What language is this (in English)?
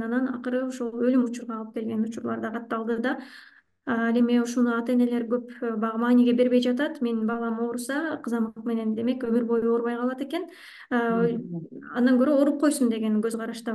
Kyrgyz